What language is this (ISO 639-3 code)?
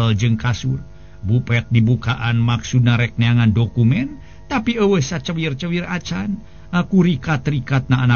sun